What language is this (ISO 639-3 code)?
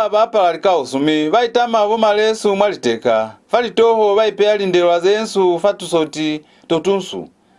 loz